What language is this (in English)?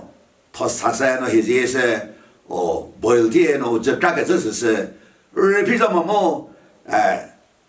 Chokri Naga